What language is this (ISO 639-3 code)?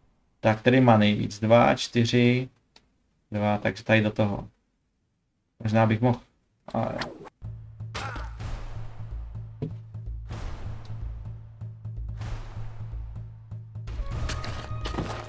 ces